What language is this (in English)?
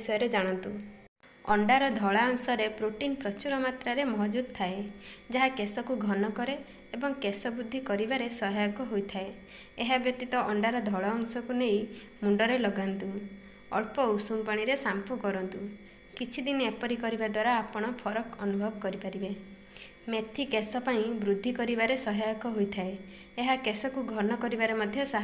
Odia